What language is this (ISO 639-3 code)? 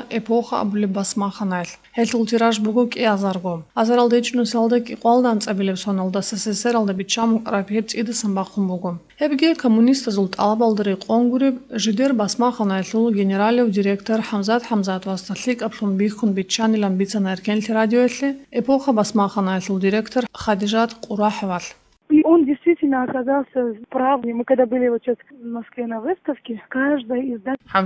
ava